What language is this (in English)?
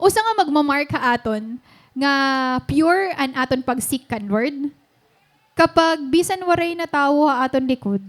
Waray